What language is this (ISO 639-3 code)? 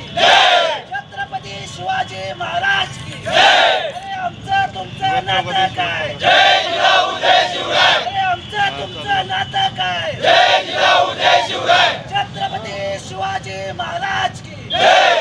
mar